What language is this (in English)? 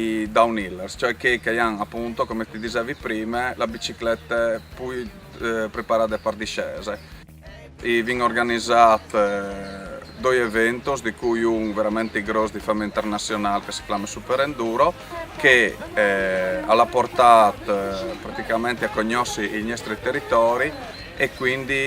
Friulian